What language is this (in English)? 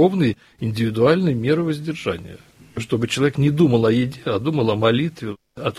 Russian